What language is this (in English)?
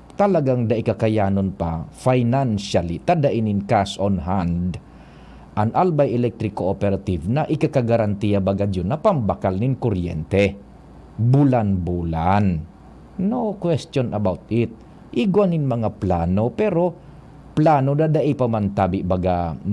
Bikol